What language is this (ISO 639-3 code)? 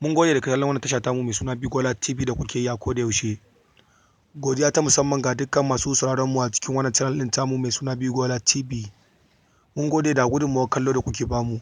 hau